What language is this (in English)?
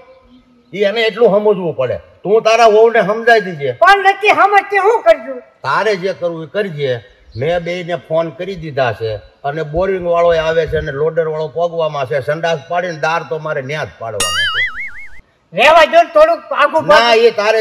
Gujarati